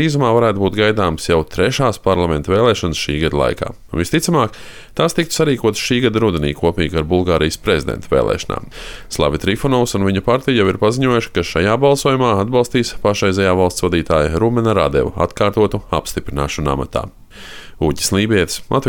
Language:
Latvian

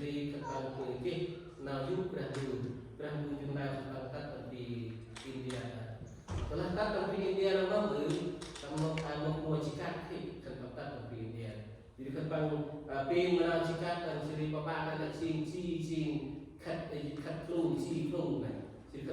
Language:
Central Mnong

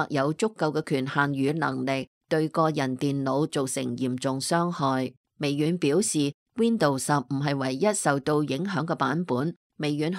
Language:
Cantonese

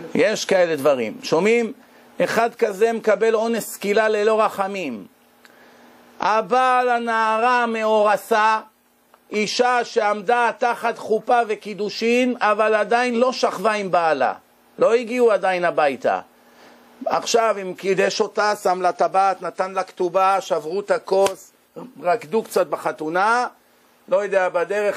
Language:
Hebrew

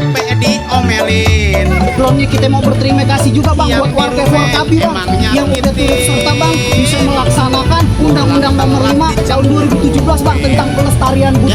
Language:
Betawi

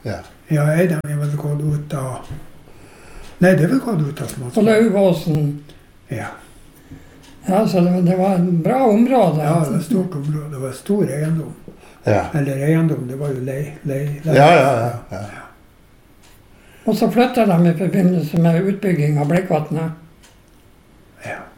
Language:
Norwegian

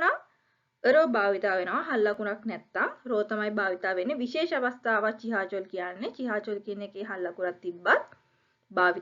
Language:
Sinhala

